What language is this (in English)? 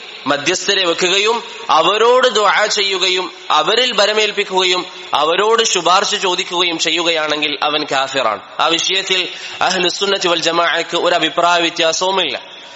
Malayalam